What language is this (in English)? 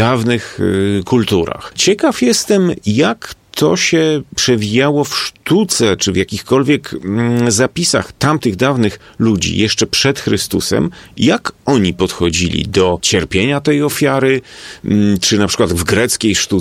Polish